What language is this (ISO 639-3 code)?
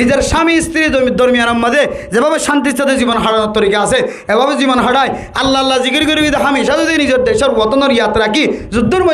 rhg